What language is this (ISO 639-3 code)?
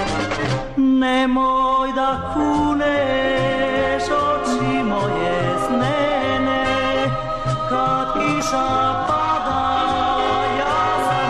srp